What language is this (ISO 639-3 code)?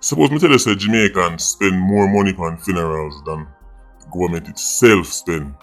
jam